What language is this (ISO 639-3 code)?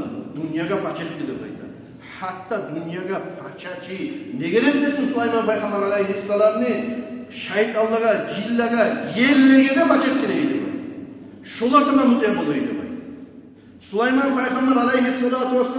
kum